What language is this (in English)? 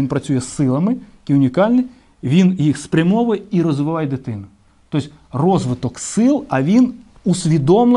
Ukrainian